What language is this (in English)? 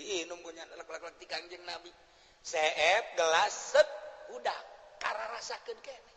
Sundanese